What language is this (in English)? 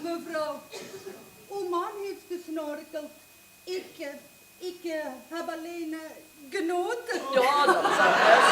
Limburgish